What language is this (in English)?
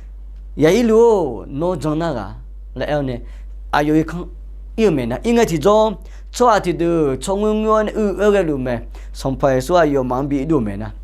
Akha